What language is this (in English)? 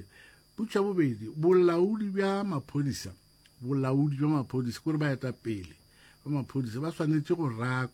Northern Sotho